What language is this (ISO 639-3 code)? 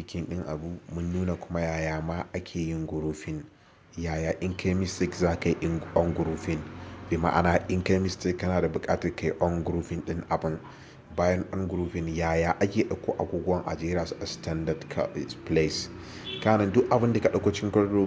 hau